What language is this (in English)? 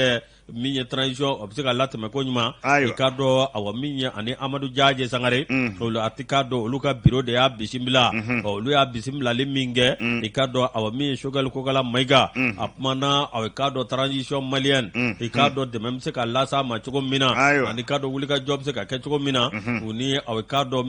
Bambara